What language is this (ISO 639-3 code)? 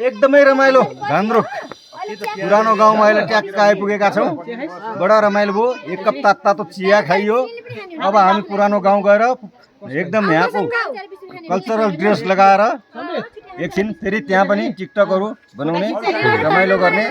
nep